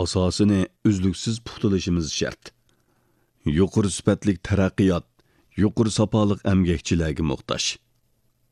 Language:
Uyghur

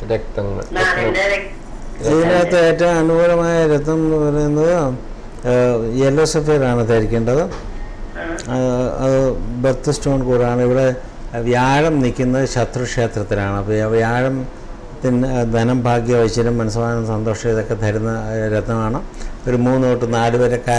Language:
Malayalam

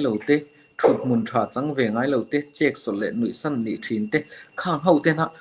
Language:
Mizo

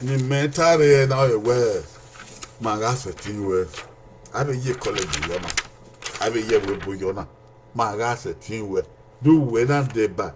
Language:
Bini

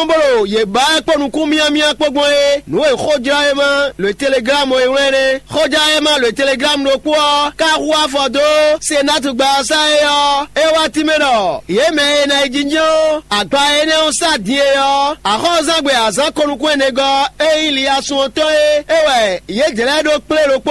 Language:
Fon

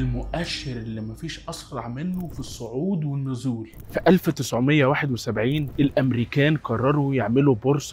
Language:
Egyptian Arabic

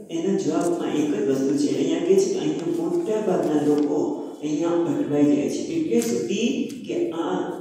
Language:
Gujarati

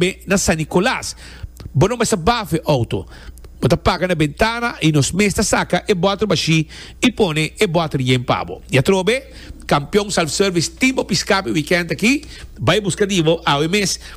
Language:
Papiamento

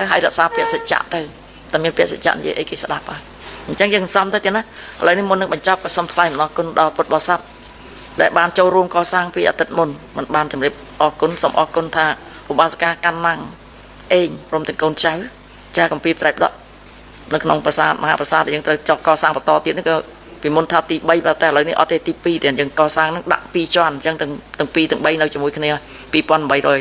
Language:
Khmer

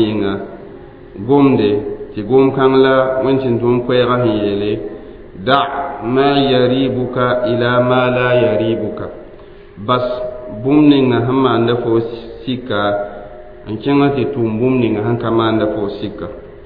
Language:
Mossi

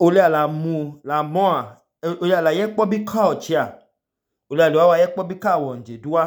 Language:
Idoma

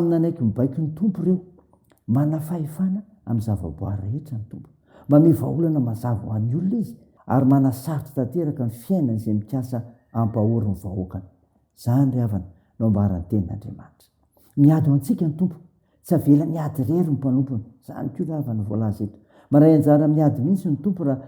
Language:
Malagasy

